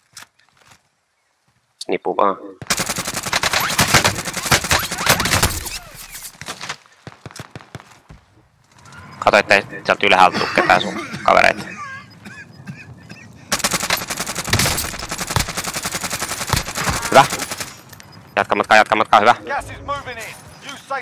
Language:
Finnish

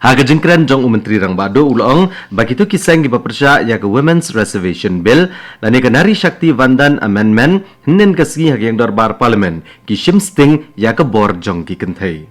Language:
Khasi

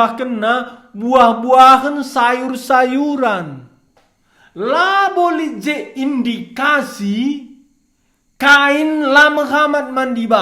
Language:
Batak Karo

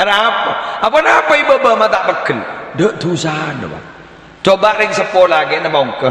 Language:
Madurese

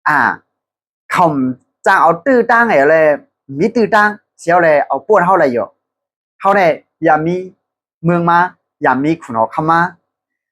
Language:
Shan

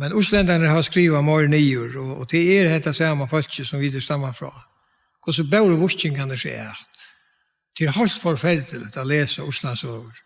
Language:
Faroese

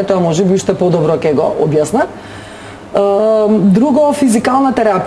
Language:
Macedonian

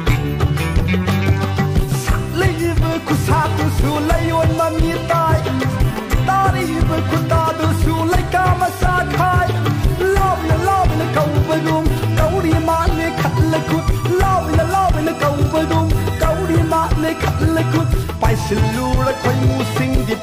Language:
Manipuri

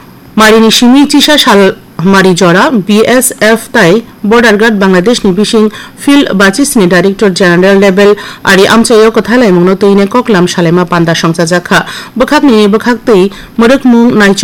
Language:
Kok Borok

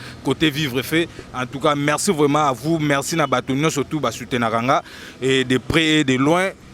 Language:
Lingala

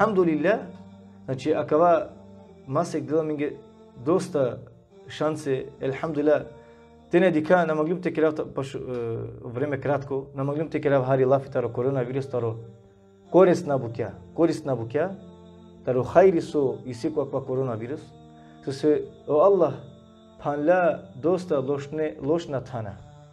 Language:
Balkan Romani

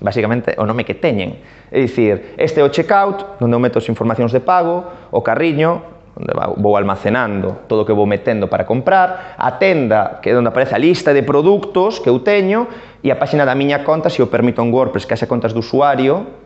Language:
Galician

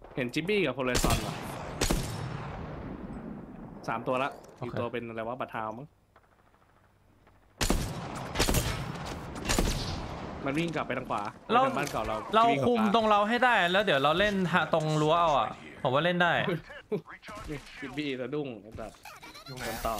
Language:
Thai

